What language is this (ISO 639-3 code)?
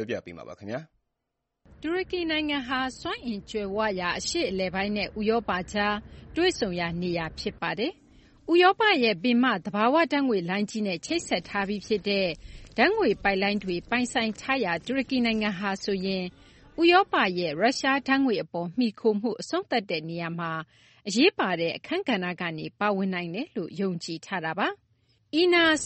mya